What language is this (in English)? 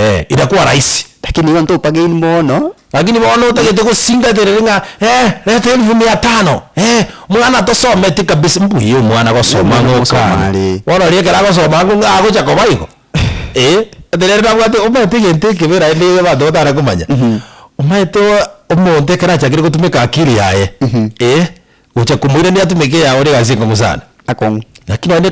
Gusii